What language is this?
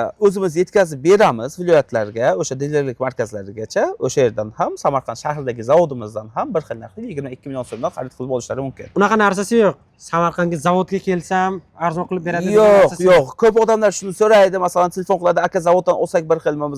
Uzbek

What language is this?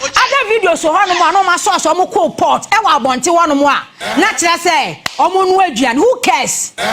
Akan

